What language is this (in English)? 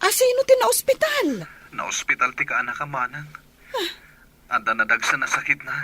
Iloko